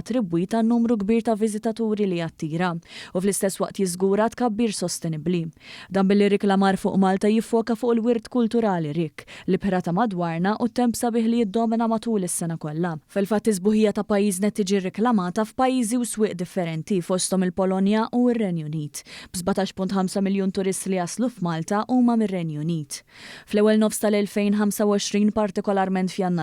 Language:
Maltese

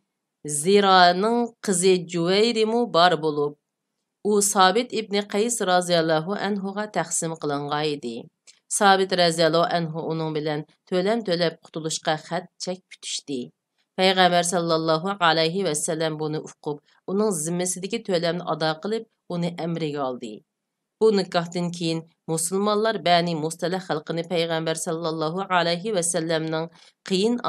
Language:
Uyghur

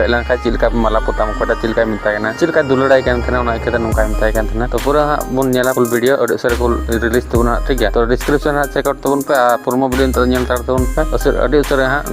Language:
Santali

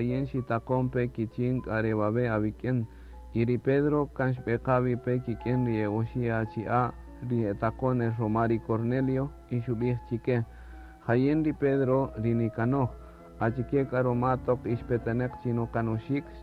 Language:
Kaqchikel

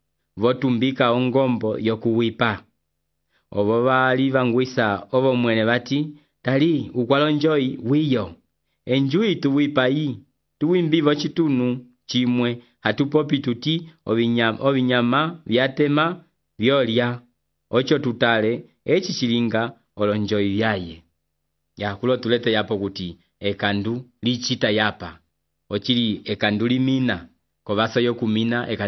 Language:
Umbundu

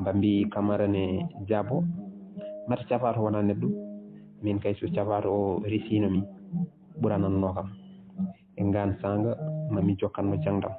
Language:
Fula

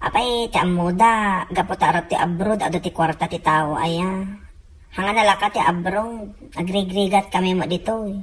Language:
Iloko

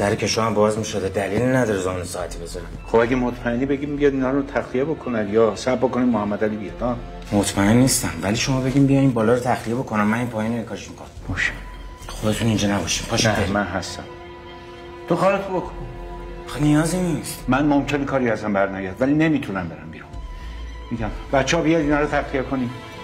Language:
Persian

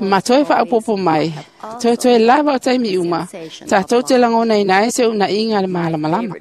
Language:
Samoan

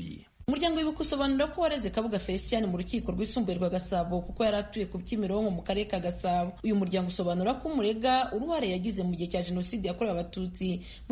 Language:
Kinyarwanda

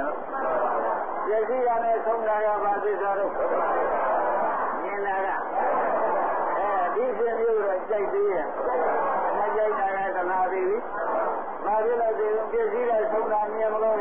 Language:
Burmese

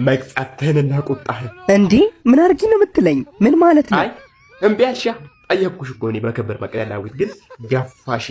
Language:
Amharic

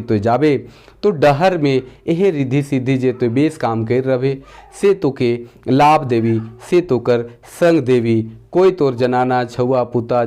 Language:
Sadri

